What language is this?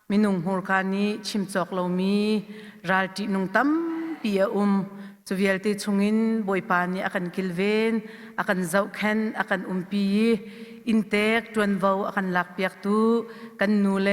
Hakha Chin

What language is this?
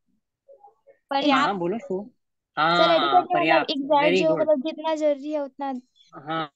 Hindi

